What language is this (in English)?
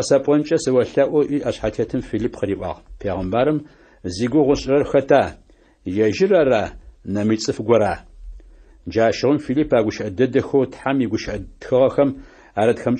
Adyghe